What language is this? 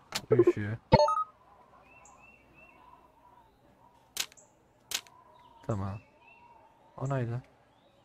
Turkish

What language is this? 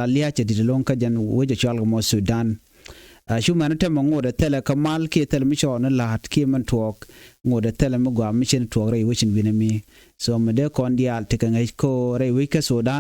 Nuer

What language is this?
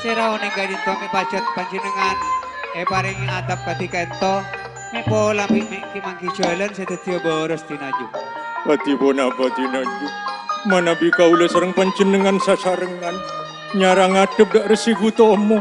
Madurese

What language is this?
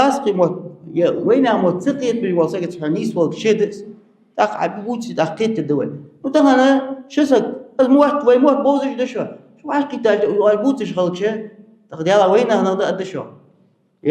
Ingush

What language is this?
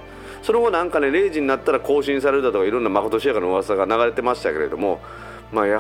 Japanese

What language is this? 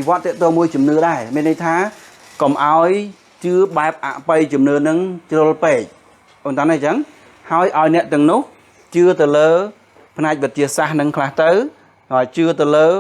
Khmer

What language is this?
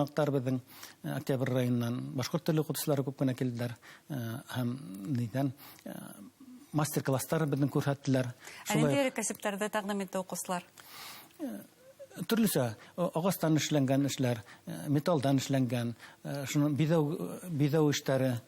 Bashkir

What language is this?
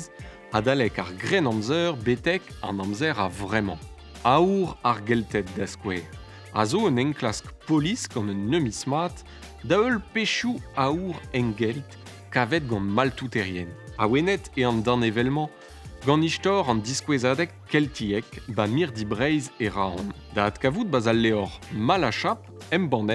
Breton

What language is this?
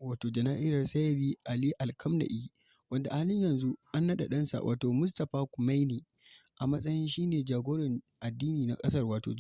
Hausa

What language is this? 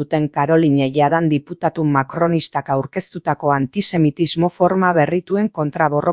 Basque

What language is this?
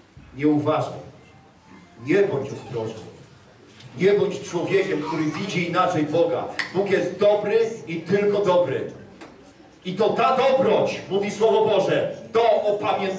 Polish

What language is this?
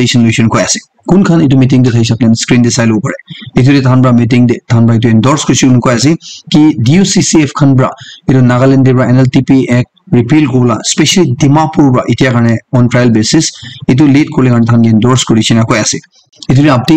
Naga Pidgin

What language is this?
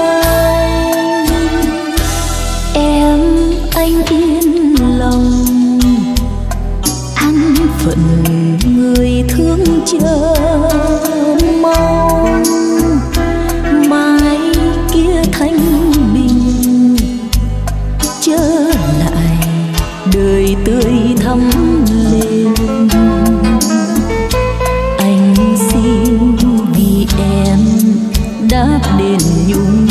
Vietnamese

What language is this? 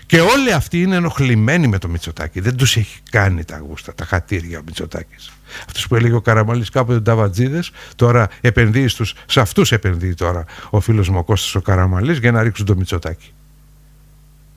Greek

